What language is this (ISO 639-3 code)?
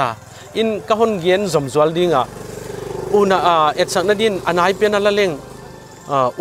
pck